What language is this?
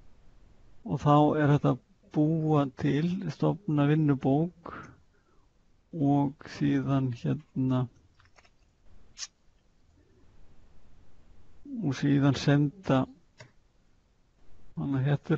Icelandic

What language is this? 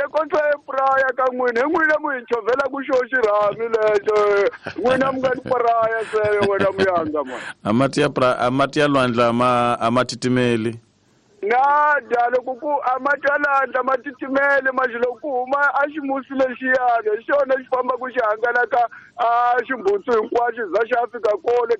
Tsonga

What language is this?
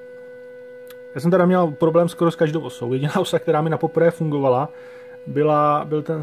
Czech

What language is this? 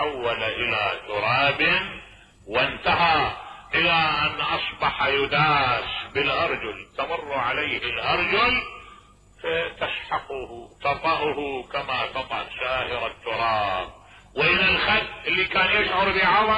Mesopotamian Arabic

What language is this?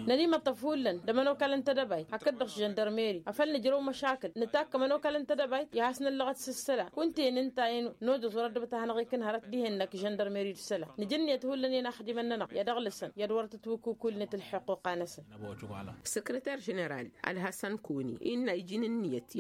Tamasheq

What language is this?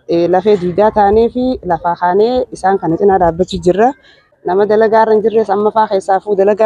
Oromo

